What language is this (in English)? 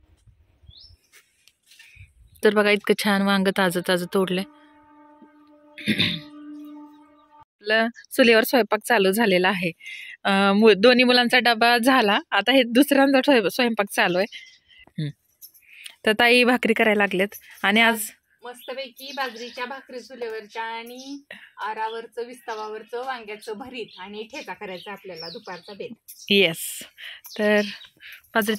Marathi